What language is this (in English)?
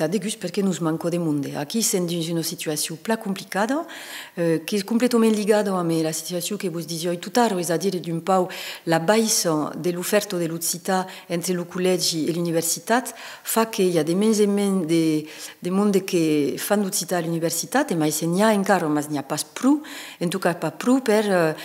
Occitan